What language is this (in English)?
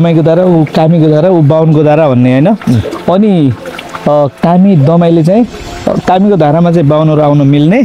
Nepali